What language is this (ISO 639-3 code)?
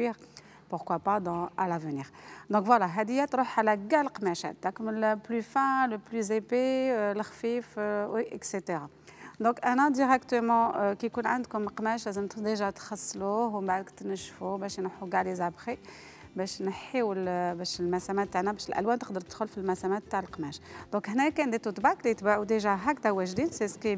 arq